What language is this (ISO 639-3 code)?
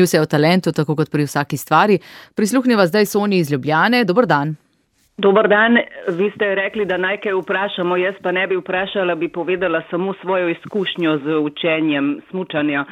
slv